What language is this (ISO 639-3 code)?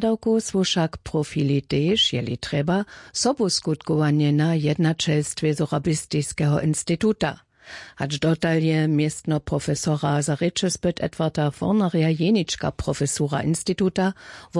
hsb